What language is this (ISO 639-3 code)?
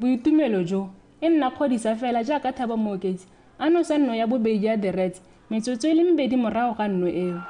tsn